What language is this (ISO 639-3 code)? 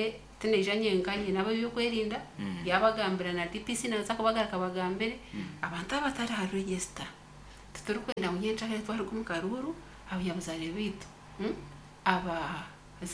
nyn